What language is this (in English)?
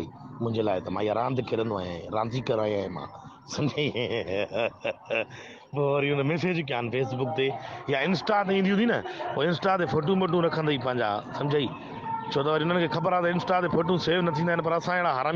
Sindhi